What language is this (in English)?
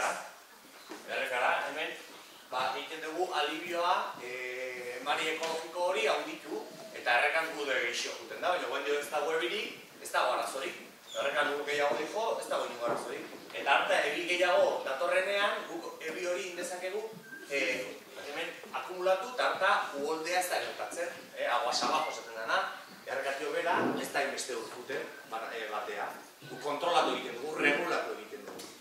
Basque